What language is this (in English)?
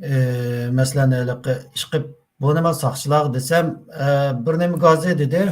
Uyghur